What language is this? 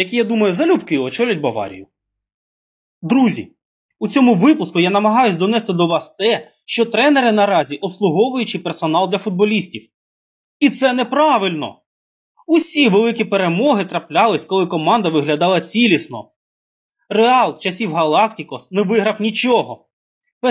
Ukrainian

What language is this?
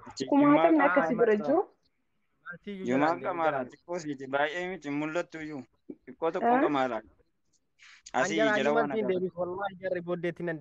Oromo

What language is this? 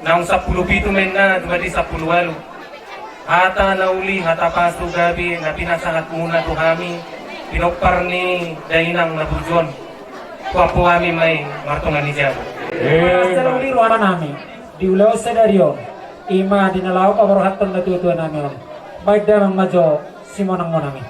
Batak Toba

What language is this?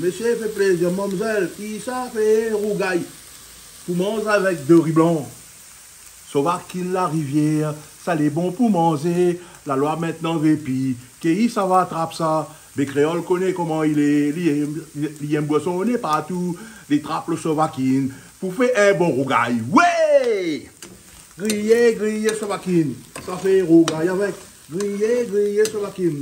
Réunion Creole French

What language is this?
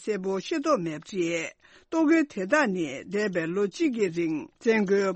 Tibetan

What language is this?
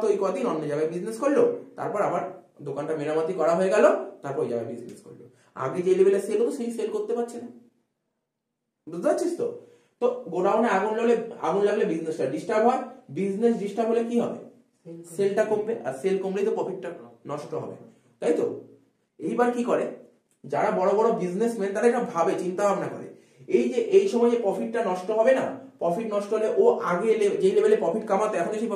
Bangla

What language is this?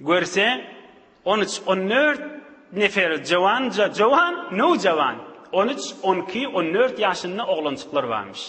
Turkmen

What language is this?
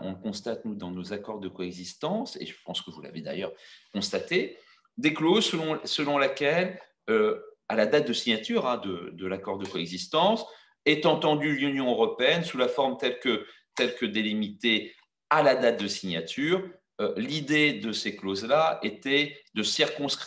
French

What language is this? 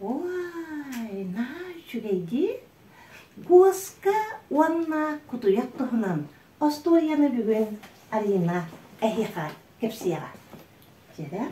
Yakut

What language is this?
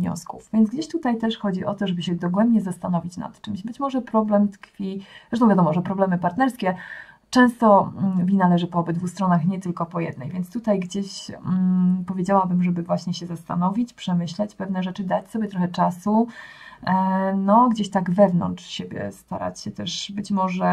Polish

